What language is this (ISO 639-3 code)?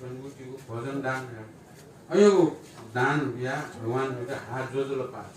new